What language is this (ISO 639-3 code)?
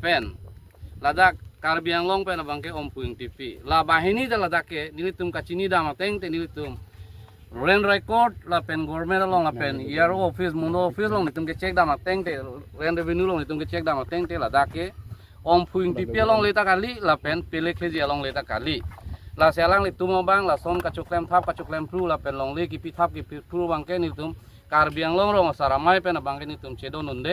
mjw